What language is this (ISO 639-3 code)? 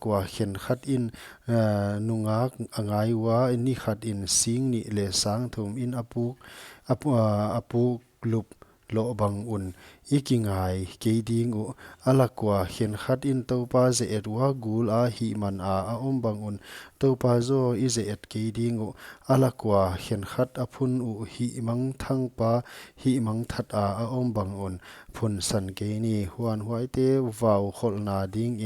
pck